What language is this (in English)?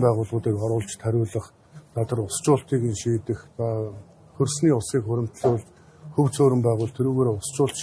Mongolian